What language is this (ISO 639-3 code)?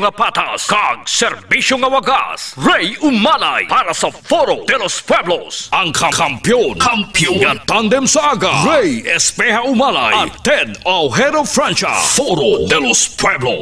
hil